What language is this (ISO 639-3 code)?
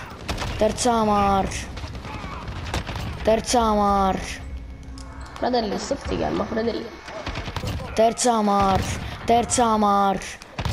ita